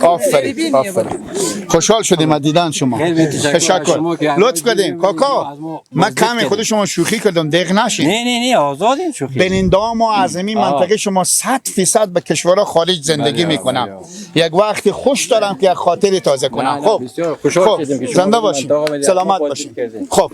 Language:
Persian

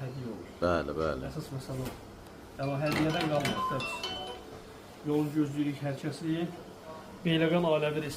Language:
Azerbaijani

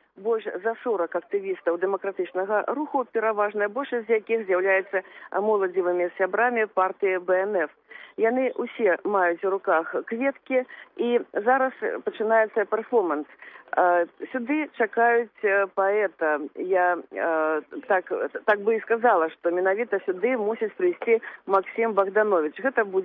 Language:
Belarusian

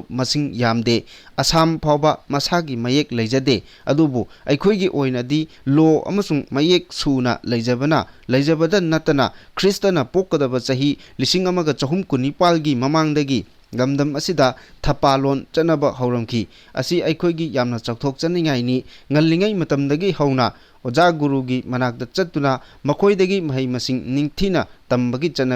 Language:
Manipuri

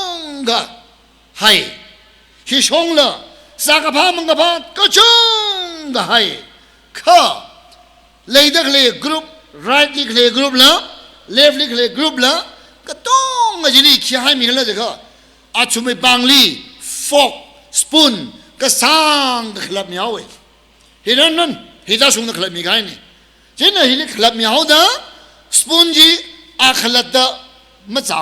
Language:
Tangkhul Naga (India)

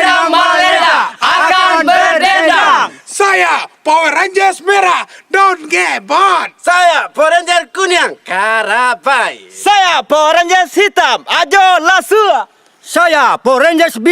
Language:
Minangkabau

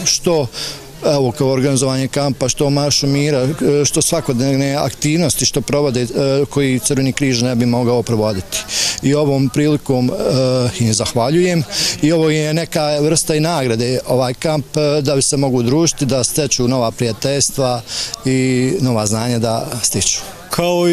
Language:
Bosnian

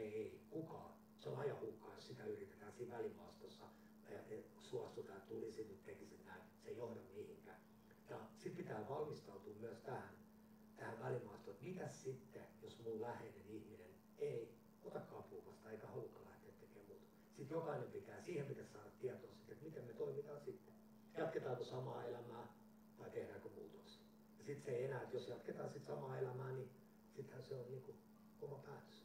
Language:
Finnish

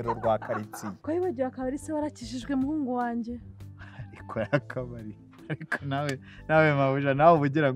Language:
Kinyarwanda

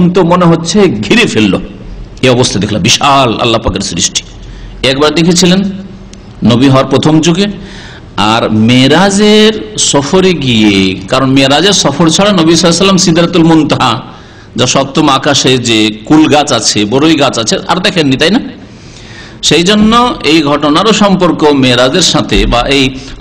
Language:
Bangla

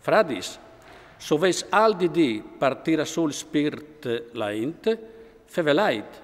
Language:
Friulian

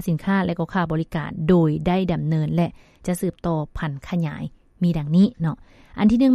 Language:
Lao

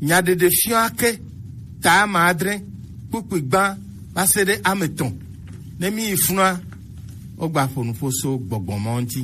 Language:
Gen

